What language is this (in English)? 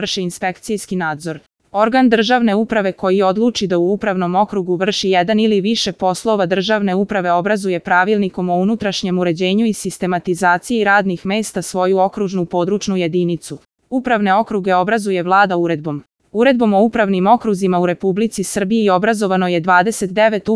Serbian